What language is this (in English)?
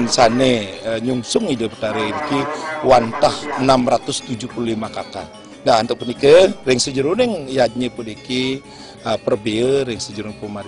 Balinese